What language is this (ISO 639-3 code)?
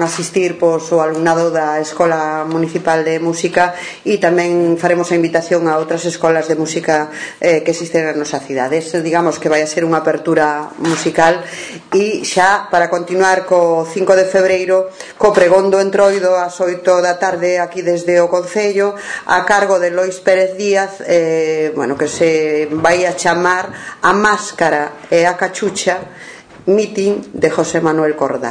glg